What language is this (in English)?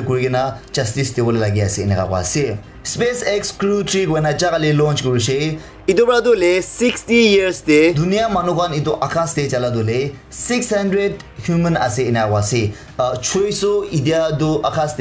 Naga Pidgin